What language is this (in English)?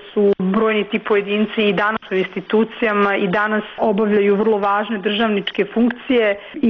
Croatian